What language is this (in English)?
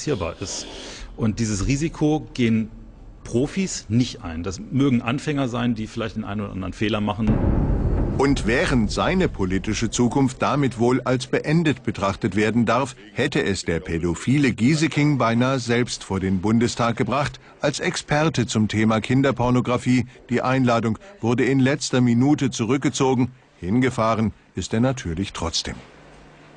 German